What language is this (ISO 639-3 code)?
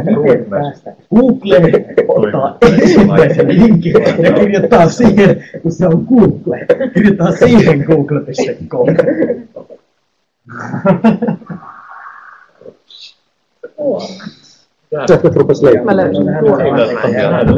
fin